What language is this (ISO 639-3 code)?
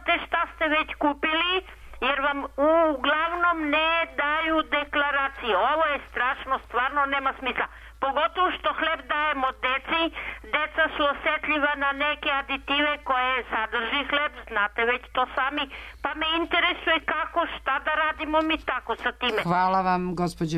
srp